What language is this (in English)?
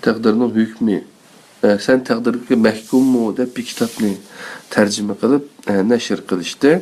Uyghur